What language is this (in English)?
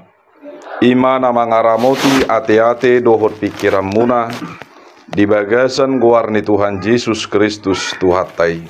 Batak Toba